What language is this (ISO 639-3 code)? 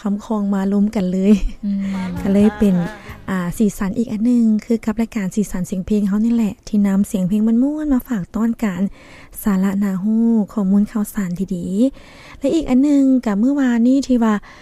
lao